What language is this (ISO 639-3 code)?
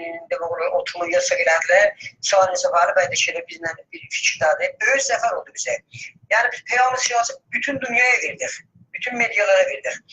azb